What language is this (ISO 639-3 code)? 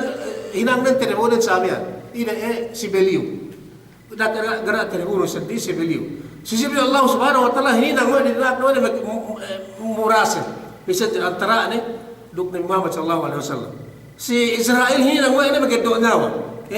yka